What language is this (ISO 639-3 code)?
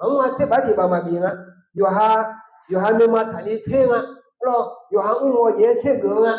ahk